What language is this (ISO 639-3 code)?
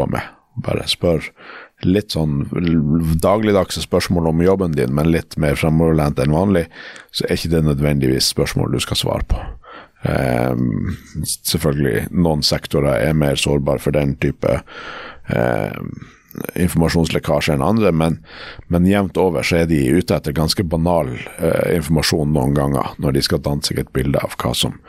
nor